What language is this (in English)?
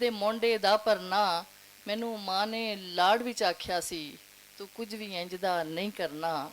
Western Panjabi